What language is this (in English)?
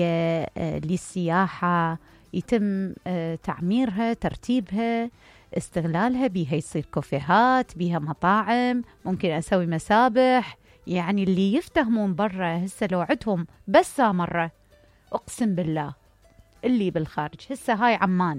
Mesopotamian Arabic